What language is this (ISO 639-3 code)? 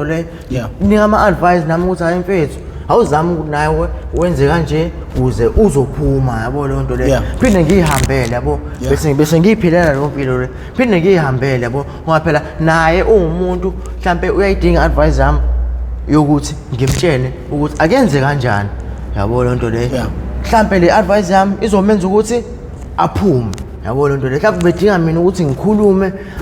zul